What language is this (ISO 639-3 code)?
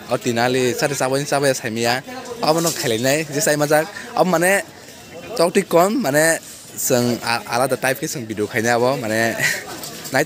trp